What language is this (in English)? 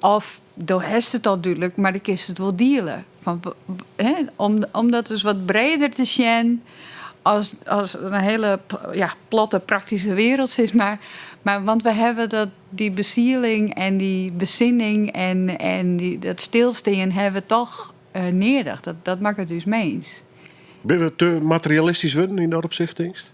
Western Frisian